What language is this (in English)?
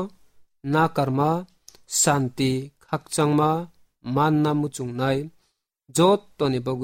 Kok Borok